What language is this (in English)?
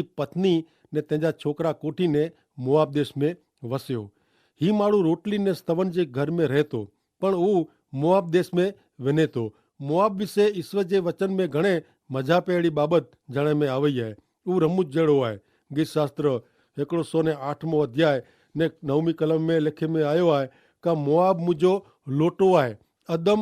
Kachhi